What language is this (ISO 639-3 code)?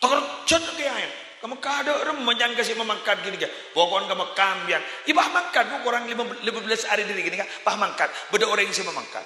mad